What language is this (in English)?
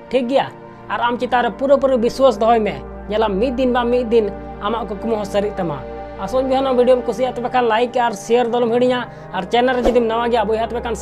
Santali